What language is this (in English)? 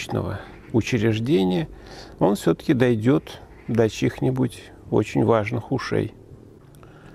Russian